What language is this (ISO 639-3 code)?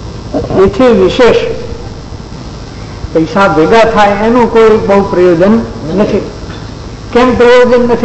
guj